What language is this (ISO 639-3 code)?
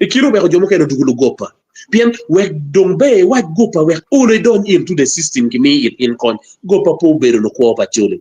ach